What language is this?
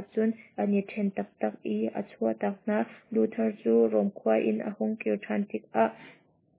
Hakha Chin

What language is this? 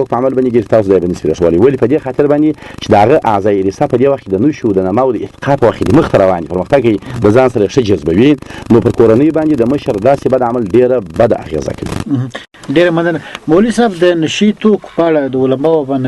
Pashto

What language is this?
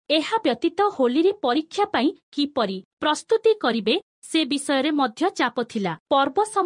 Odia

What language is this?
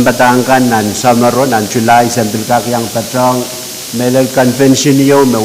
Pohnpeian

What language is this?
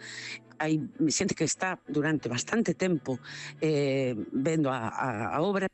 Galician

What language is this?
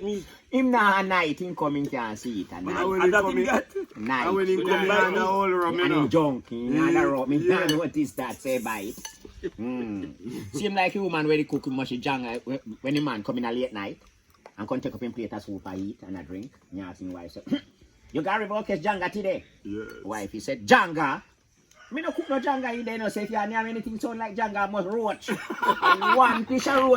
Jamaican Creole English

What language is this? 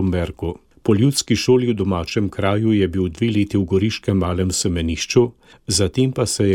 Slovenian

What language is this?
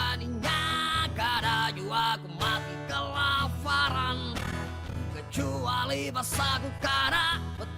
Banjar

